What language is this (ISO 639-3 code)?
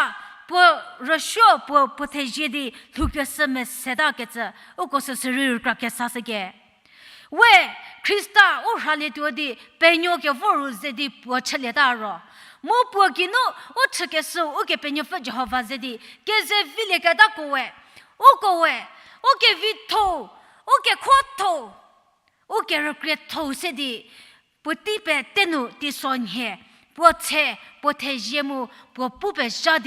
njm